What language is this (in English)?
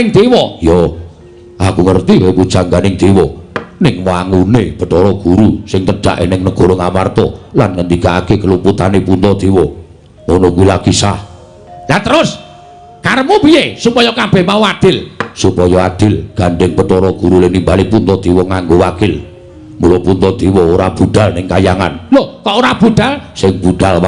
Javanese